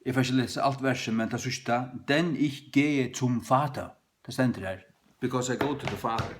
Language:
Faroese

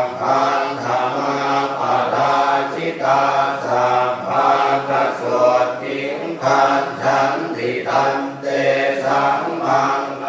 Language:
Pali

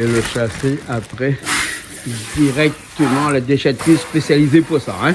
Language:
Réunion Creole French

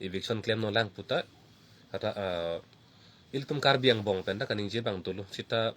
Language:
Karbi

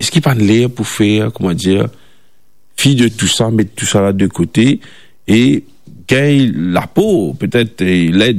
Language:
Morisyen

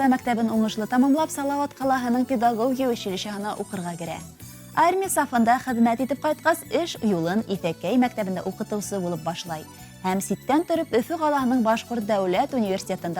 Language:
Bashkir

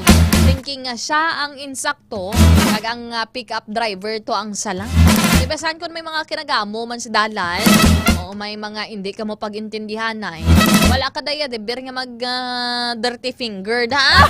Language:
Hiligaynon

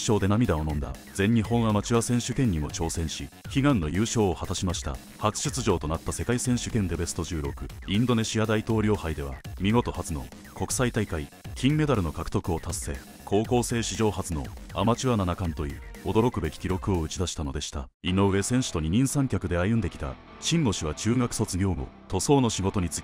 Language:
Japanese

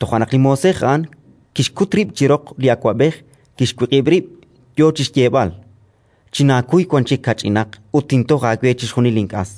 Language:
Kekchí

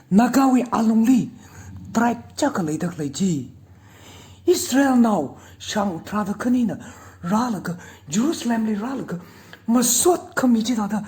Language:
Tangkhul Naga (India)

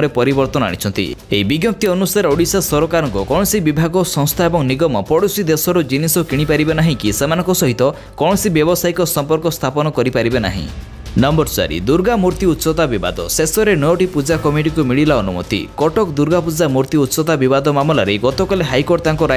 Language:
Odia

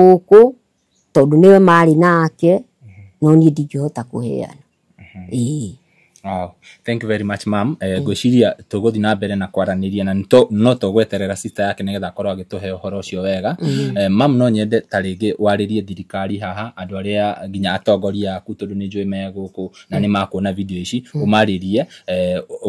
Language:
Kikuyu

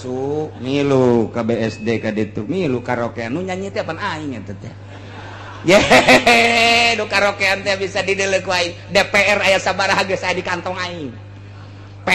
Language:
Sundanese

